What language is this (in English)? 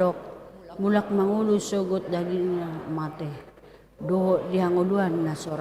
Batak Toba